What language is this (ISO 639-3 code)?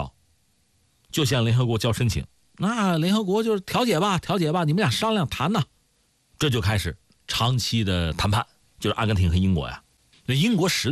zho